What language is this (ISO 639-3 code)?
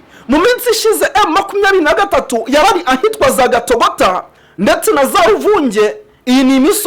run